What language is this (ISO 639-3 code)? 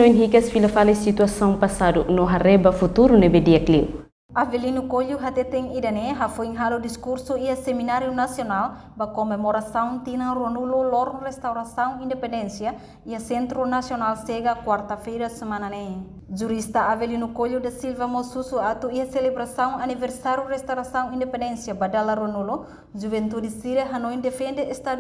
tet